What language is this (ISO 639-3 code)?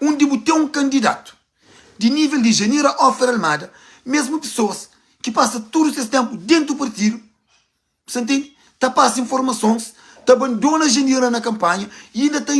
kea